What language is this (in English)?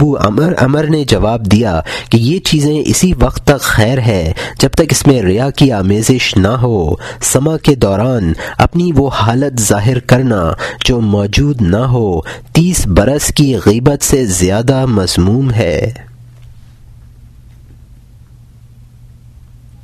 Urdu